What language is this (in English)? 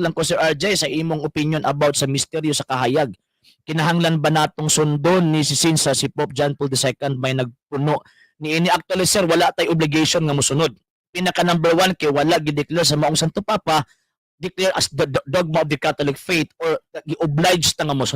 Cebuano